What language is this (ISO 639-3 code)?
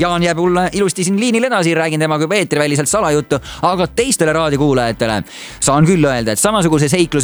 est